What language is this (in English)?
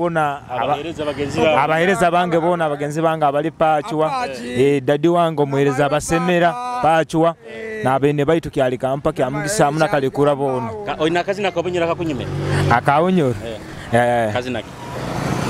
Nyoro